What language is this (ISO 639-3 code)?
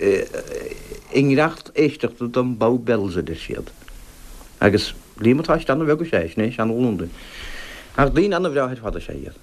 gle